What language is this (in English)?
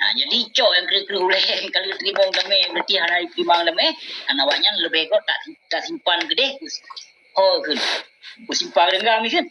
Achinese